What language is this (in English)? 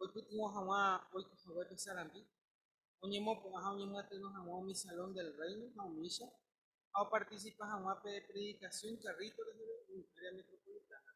Guarani